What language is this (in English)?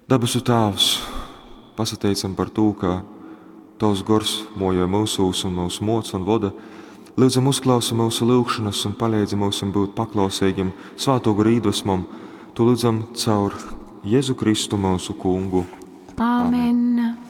Latgalian